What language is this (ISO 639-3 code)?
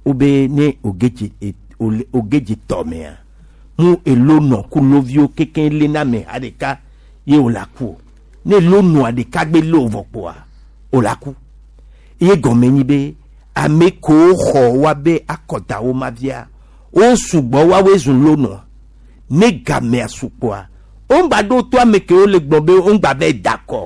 gej